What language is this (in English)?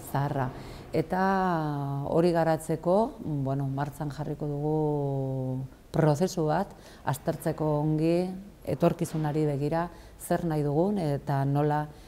Basque